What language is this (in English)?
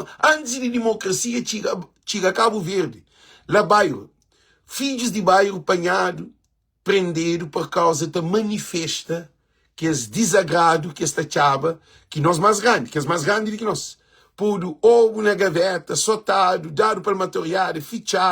Kabuverdianu